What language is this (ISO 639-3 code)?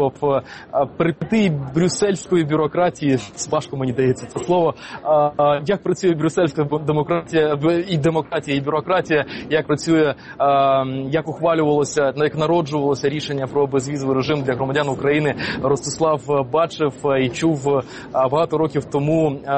ukr